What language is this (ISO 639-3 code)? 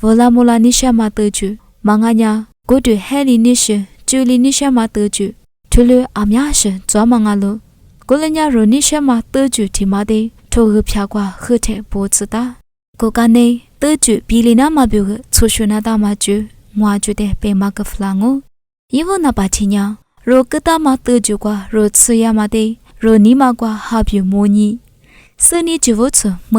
lis